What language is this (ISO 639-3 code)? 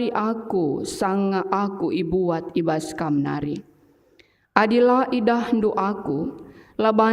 btx